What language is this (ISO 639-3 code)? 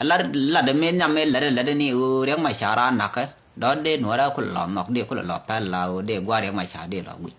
nus